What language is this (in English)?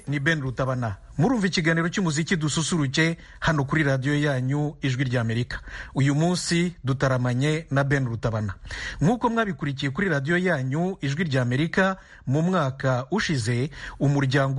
Kinyarwanda